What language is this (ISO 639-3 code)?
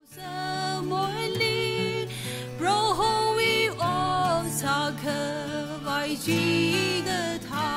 nmf